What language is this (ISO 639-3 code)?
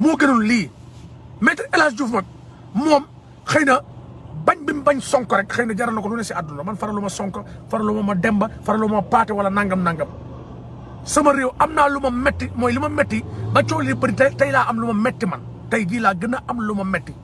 wol